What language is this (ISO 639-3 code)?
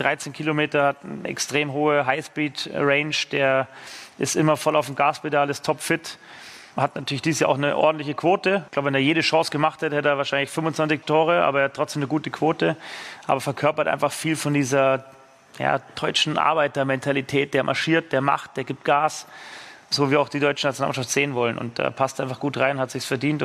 deu